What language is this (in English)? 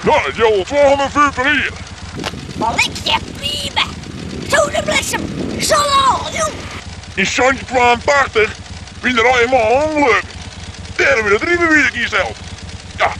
Western Frisian